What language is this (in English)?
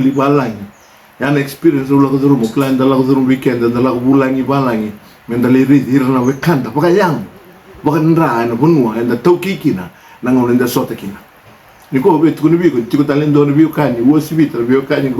Fijian